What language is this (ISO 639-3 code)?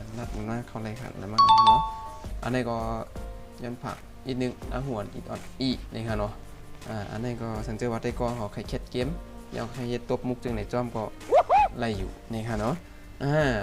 shn